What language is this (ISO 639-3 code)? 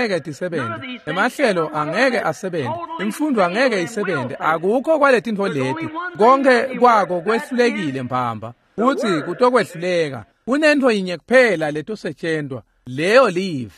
ssw